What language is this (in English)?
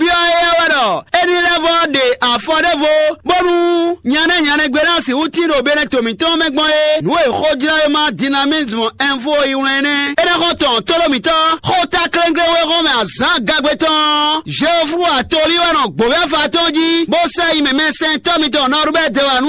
Fon